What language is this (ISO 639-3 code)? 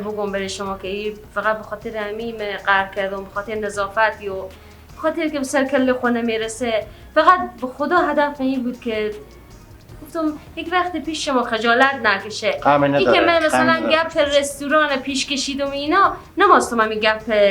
fas